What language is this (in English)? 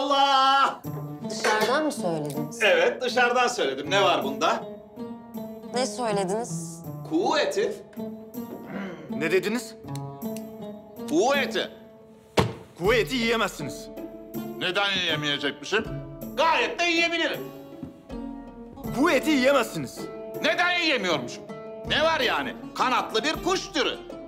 Turkish